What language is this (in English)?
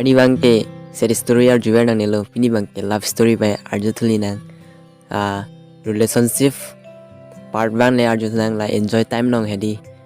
Karbi